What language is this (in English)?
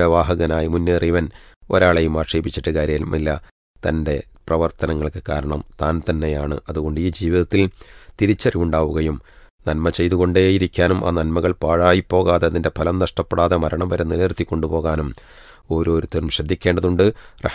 Malayalam